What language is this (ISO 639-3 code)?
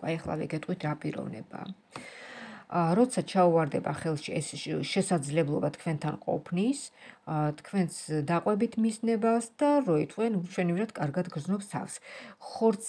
kat